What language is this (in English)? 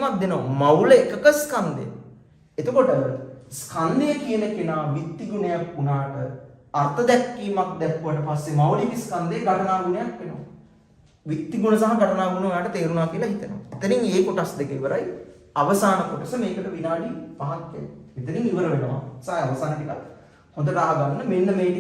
Sinhala